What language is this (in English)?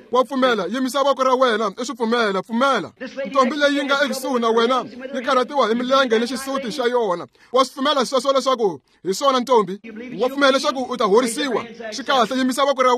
Tsonga